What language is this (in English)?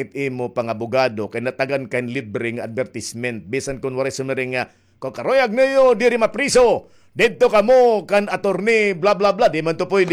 Waray